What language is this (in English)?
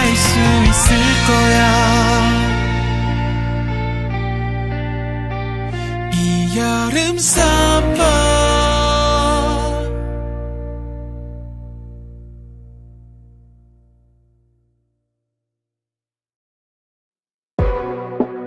Korean